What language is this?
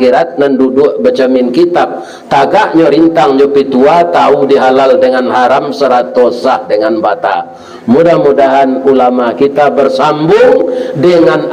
Minangkabau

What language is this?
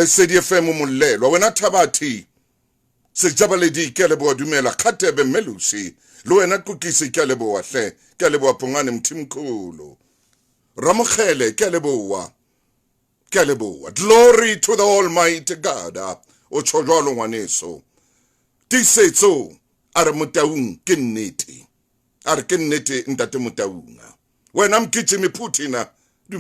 Southern Sotho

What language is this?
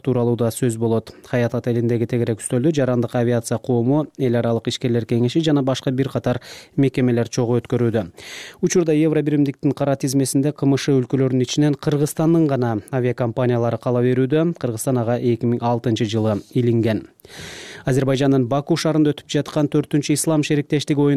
Kyrgyz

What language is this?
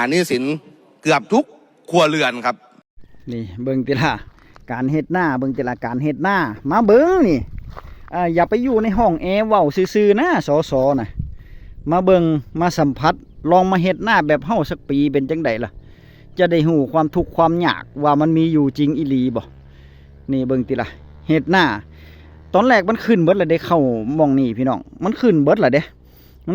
Northeastern Thai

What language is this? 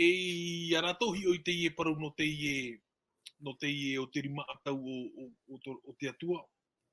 Tahitian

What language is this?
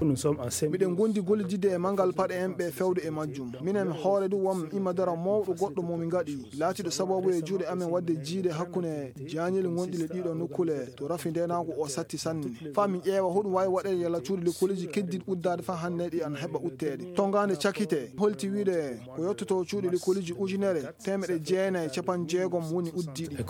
Maasina Fulfulde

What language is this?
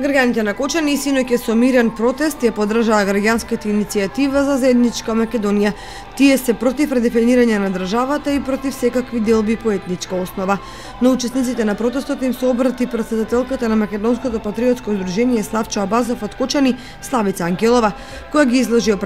Macedonian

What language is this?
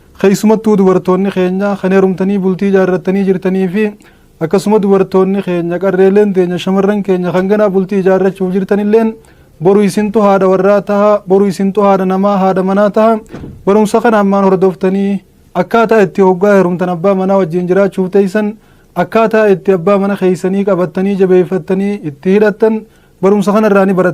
Oromo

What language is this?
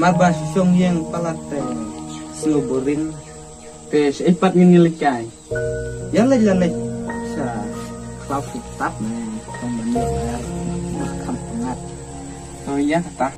Khasi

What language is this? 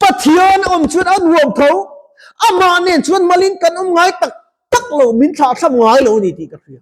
Mizo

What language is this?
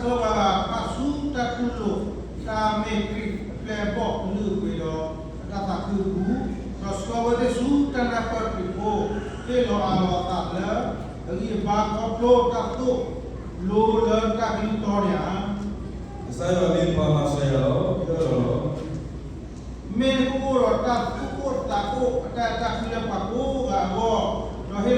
S'gaw Karen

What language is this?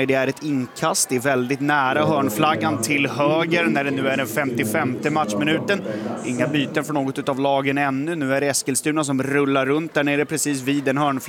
Swedish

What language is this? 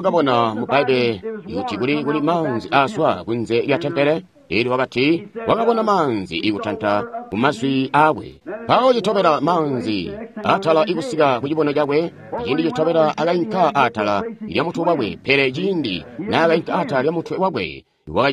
Tonga (Zambia)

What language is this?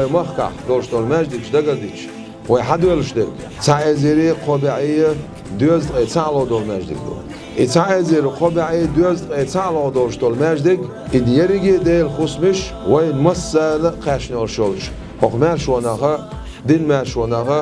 Chechen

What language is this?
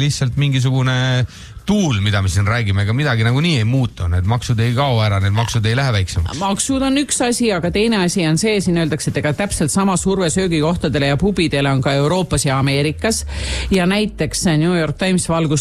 Estonian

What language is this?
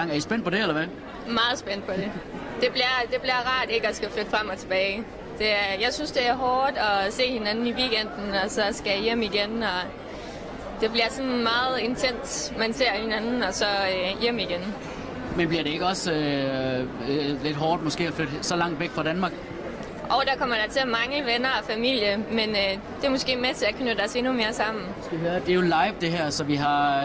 Danish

